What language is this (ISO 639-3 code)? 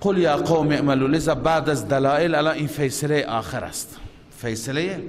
fas